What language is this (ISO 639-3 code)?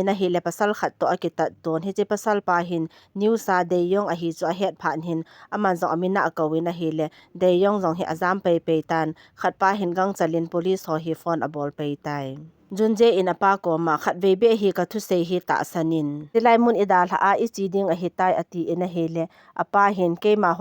tcz